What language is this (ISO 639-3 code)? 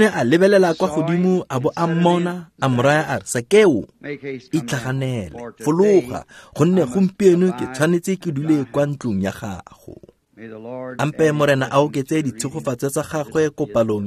tsn